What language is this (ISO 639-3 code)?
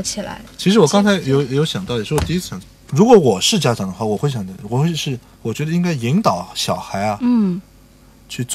zho